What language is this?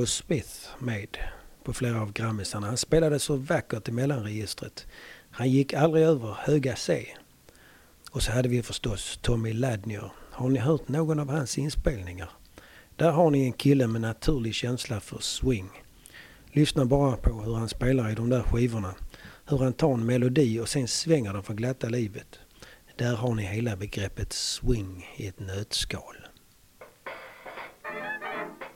Swedish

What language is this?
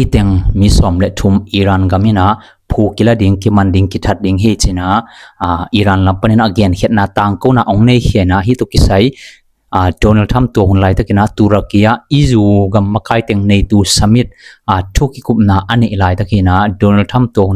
Tedim Chin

